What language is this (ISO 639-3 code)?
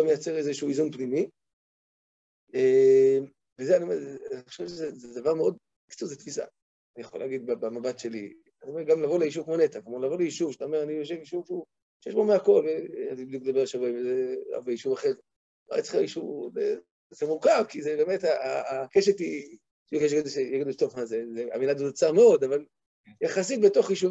heb